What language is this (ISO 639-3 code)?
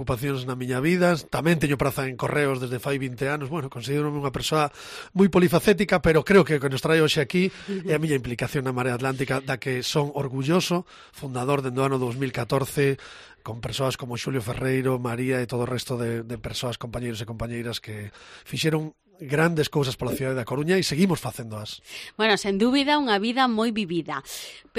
glg